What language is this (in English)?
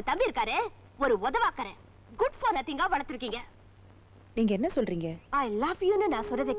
Tamil